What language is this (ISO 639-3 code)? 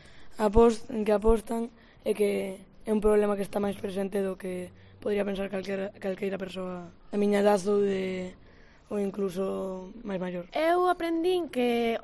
glg